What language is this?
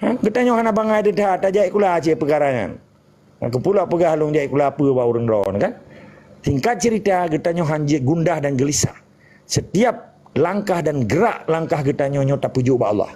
Achinese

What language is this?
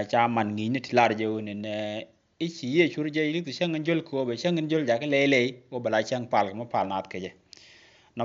Nuer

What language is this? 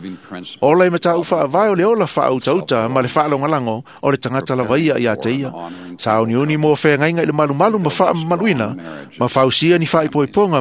Samoan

